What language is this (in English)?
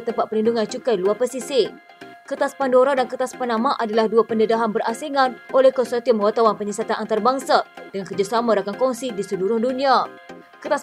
Malay